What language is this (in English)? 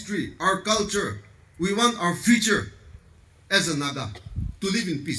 Naga Pidgin